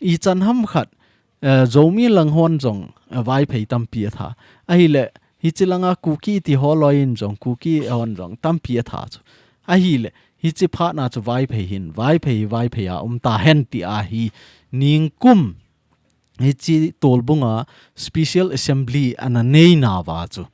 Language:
Thado Chin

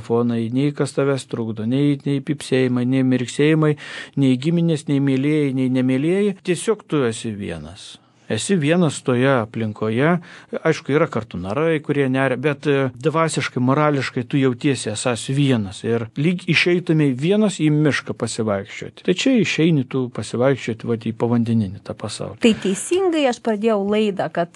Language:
Lithuanian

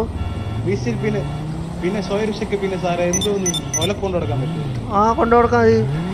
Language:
Malayalam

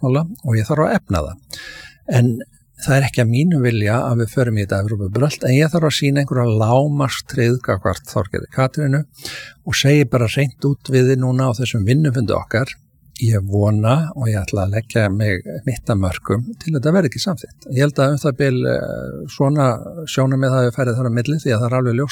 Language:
Icelandic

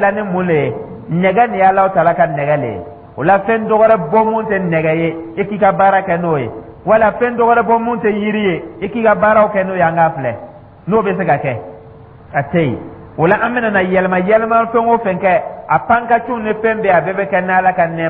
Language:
Dyula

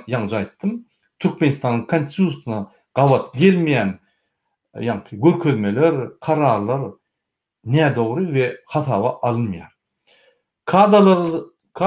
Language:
Turkmen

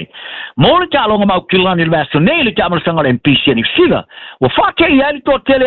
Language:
Samoan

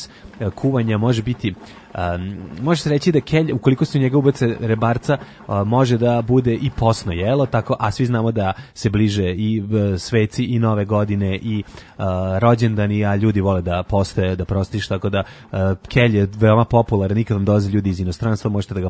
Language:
Serbian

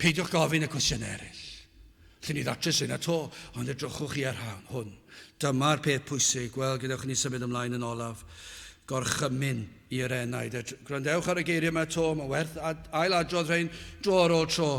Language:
Welsh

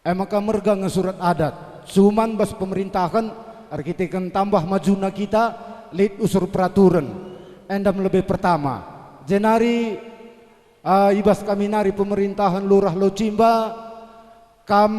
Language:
Batak Karo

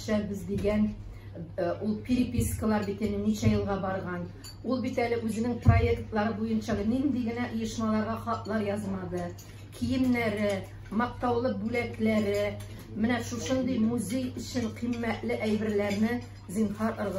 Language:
Tatar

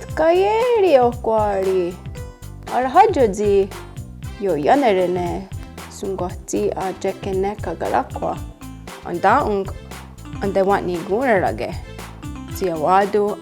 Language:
Mohawk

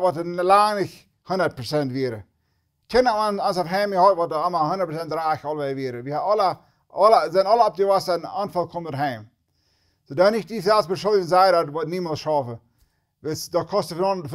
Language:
Plautdietsch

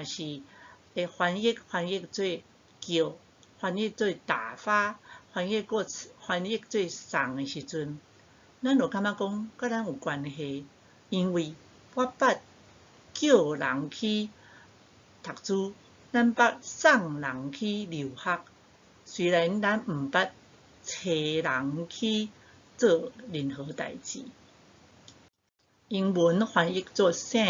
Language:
Min Nan Chinese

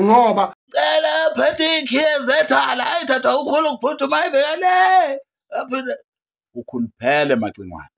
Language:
Zulu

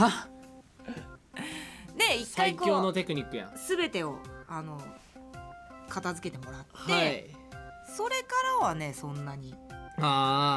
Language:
Japanese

